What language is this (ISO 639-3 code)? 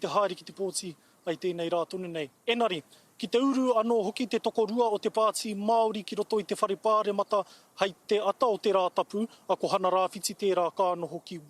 mri